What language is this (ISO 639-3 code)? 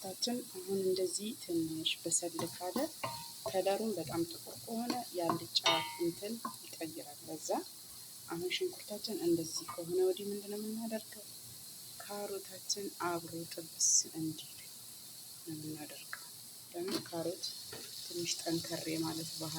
amh